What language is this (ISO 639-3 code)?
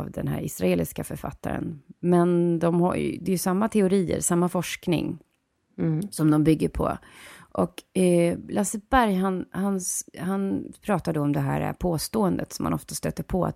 swe